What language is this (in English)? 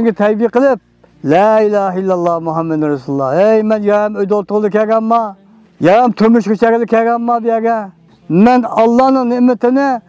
Uyghur